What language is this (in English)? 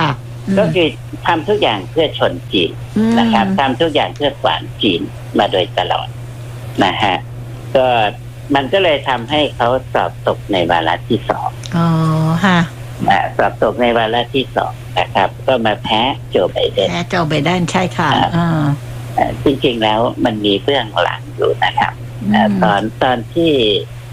Thai